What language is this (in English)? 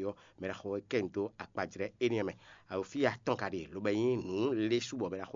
Fon